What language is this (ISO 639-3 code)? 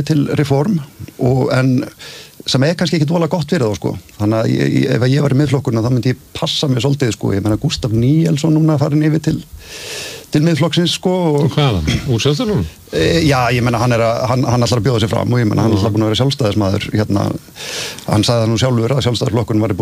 isl